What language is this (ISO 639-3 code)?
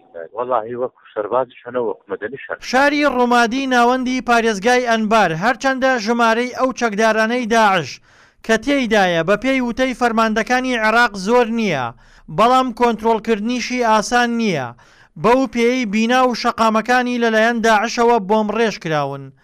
ckb